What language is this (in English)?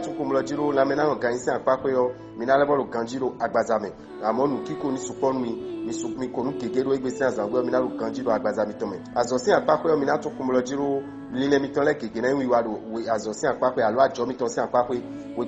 Fon